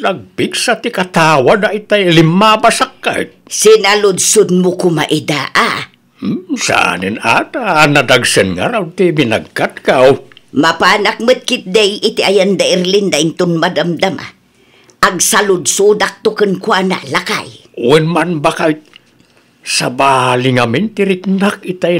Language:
Iloko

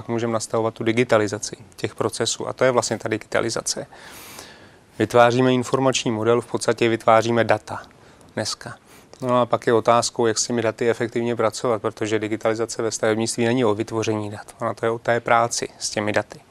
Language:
Czech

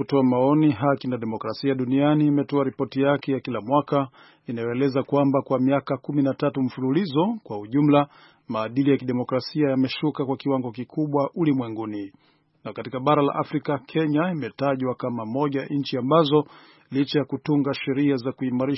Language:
Swahili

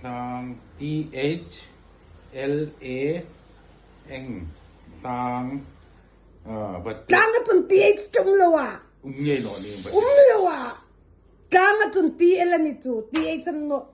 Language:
Hmar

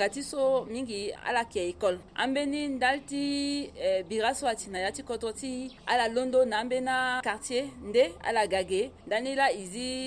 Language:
Sango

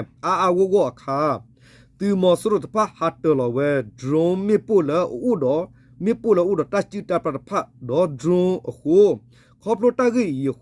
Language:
S'gaw Karen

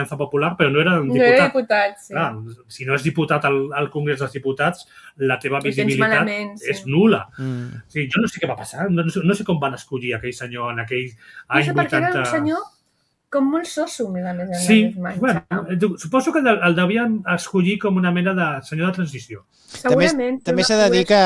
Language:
Catalan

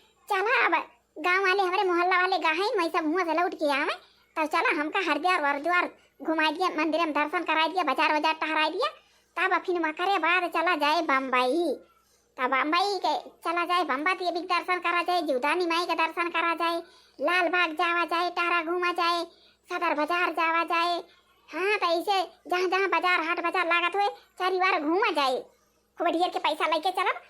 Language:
Awadhi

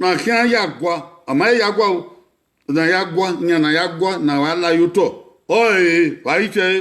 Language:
Bini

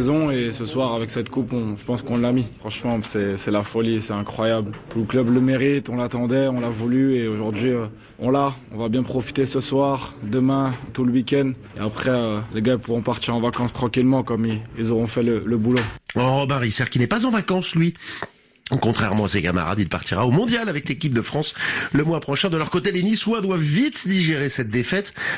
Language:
French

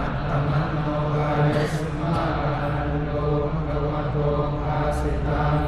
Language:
Pali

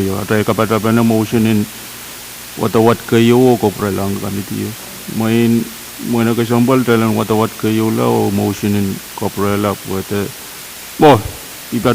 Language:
Pohnpeian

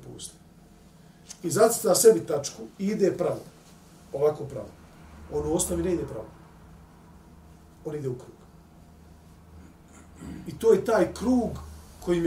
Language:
Bosnian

